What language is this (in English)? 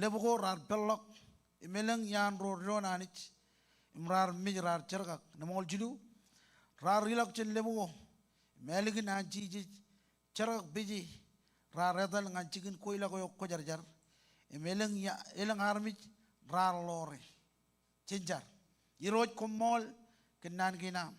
Marshallese